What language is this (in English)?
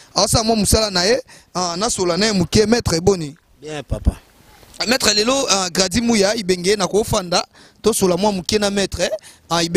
Lingala